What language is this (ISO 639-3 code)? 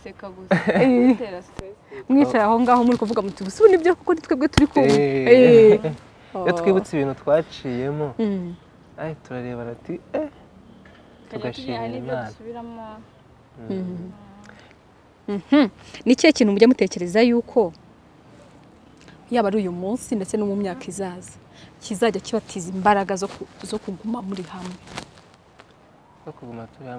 kin